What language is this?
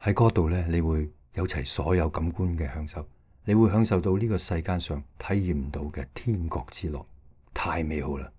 Cantonese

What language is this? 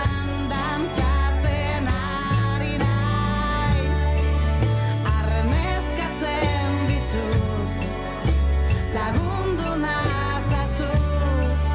Basque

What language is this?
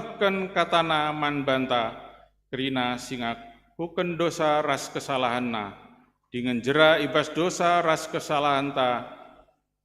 Batak Karo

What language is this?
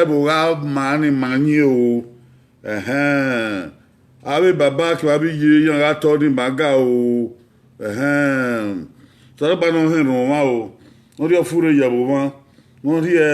Bini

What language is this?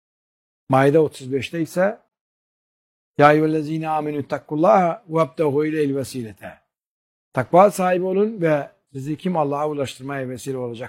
Turkish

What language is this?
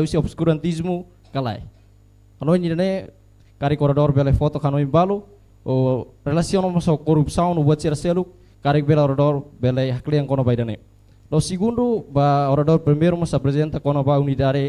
Tetum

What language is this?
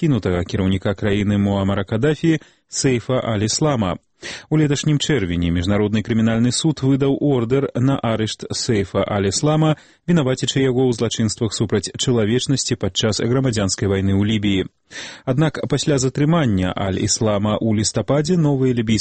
Belarusian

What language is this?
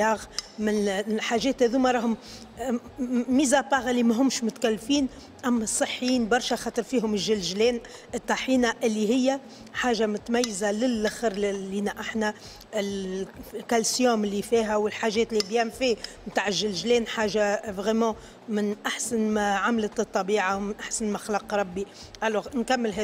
Tunisian Arabic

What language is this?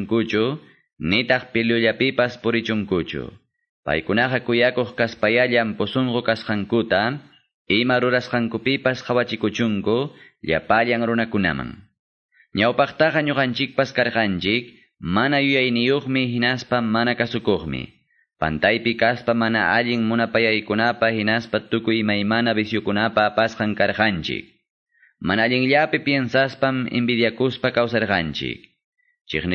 Quechua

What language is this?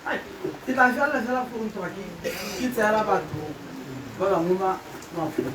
Tswana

